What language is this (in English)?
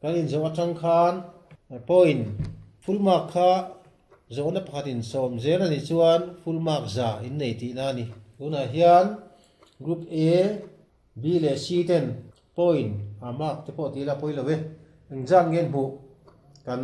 Mizo